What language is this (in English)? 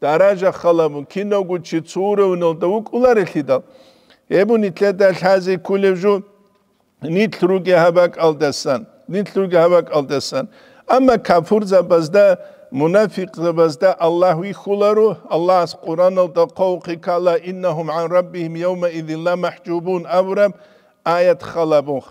Avaric